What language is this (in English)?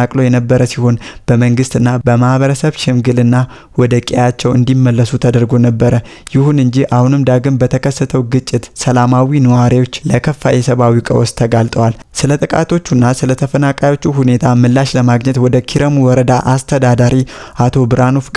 Amharic